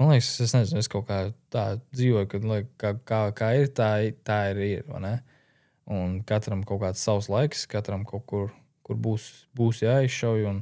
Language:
Latvian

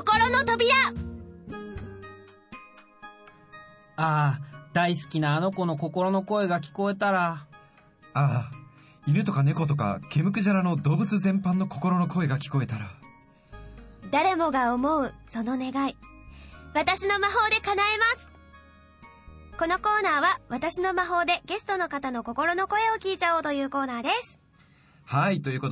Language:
Japanese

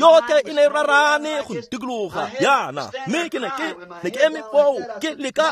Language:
Tswana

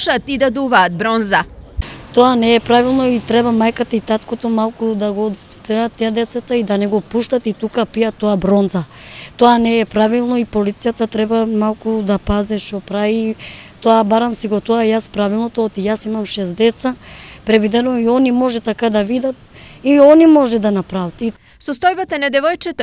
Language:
Macedonian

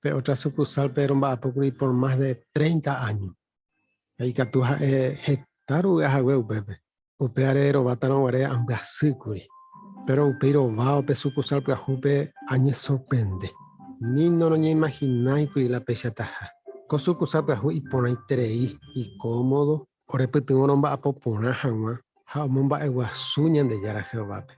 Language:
Guarani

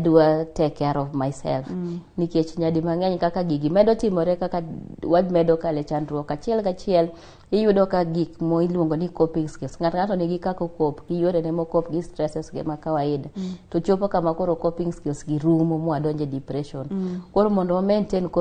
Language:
Luo (Kenya and Tanzania)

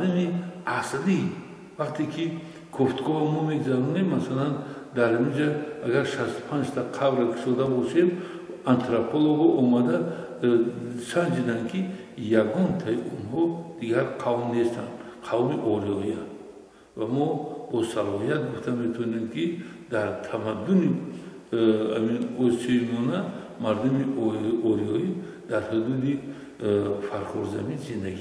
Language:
Tajik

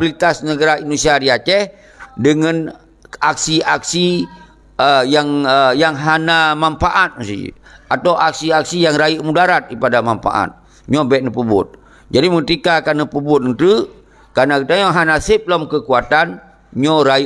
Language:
Achinese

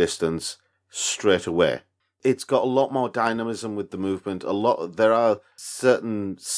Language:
English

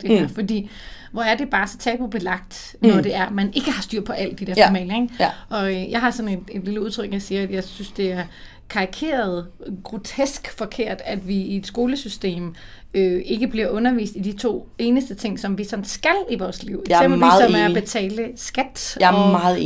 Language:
Danish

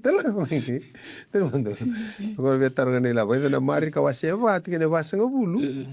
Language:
Fijian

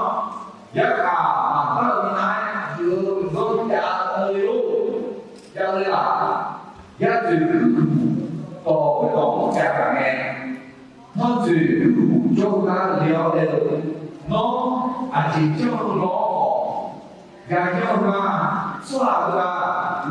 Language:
Akha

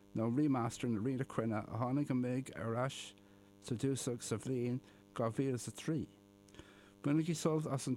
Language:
Irish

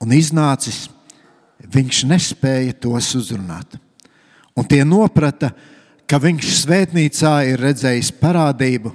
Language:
Latvian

